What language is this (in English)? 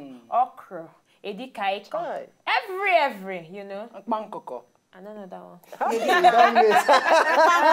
Nigerian Pidgin